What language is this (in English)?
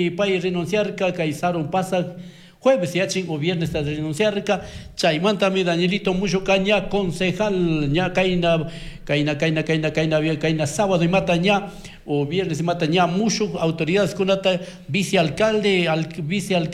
Chimborazo Highland Quichua